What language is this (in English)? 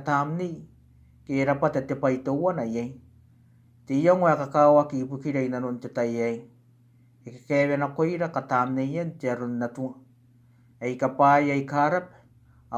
Gilbertese